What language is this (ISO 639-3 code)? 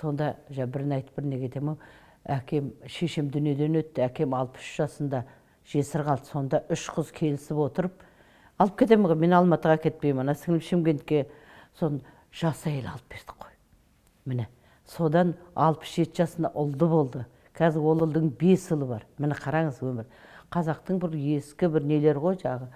kaz